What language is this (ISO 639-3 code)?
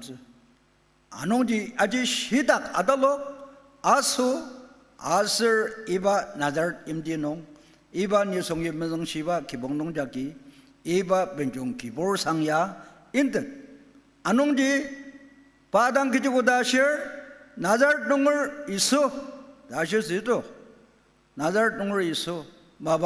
njo